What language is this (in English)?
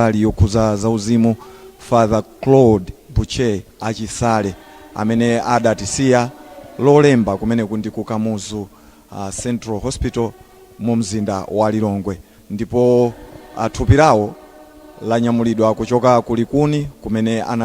Nyanja